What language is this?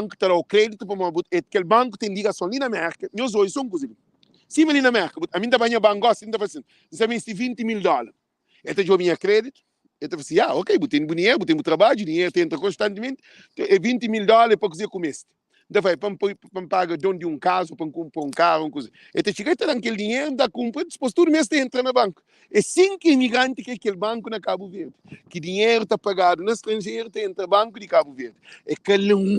Kabuverdianu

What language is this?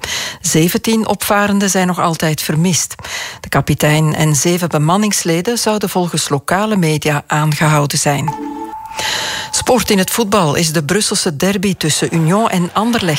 Dutch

